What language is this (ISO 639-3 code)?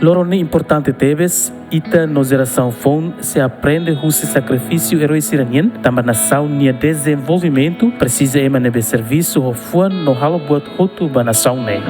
tet